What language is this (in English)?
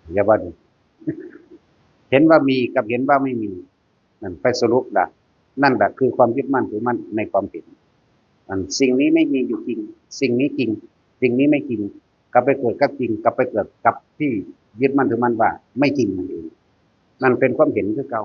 Northeastern Thai